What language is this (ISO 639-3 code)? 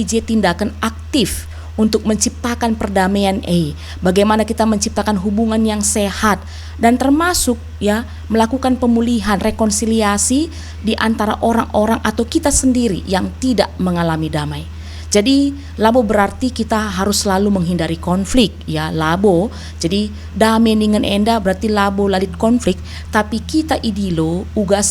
btx